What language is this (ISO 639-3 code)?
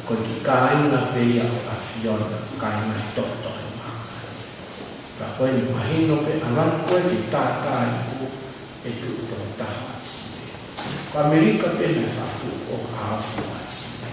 ton